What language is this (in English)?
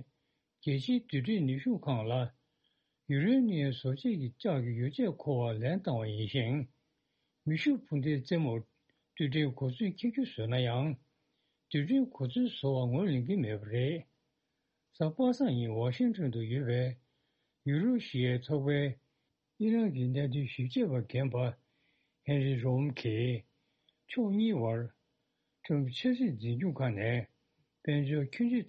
Tibetan